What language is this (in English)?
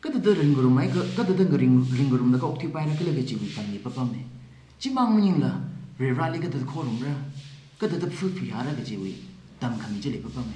Tangkhul Naga (India)